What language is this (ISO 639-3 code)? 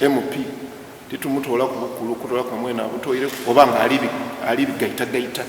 xog